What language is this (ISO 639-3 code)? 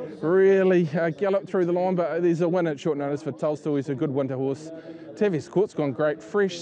eng